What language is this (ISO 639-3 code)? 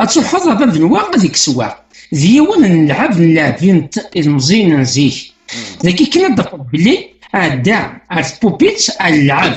kab